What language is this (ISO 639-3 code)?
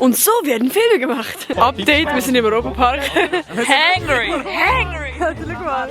gsw